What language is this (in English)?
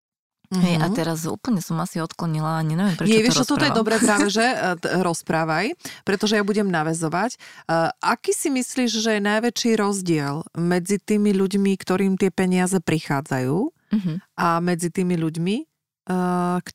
Slovak